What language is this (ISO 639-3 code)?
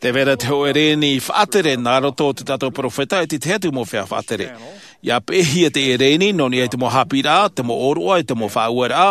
tah